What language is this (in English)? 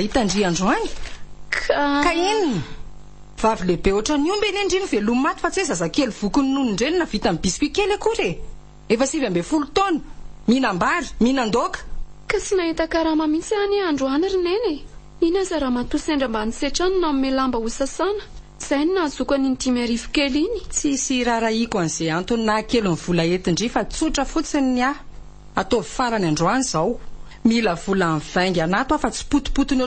Malagasy